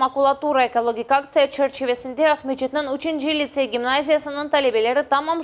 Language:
Crimean Tatar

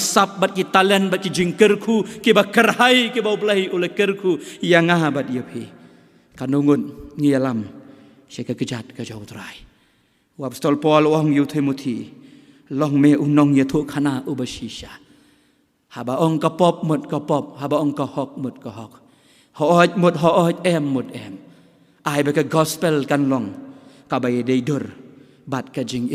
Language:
Khasi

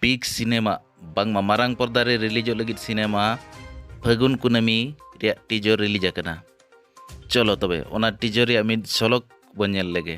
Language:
Santali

